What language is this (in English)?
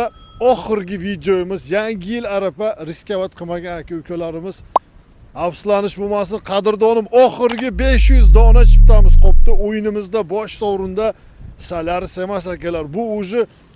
Uzbek